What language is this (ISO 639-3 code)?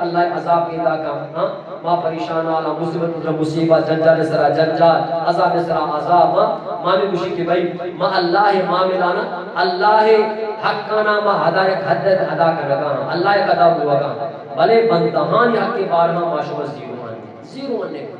bgp